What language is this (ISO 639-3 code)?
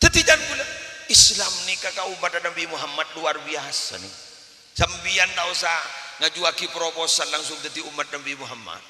mad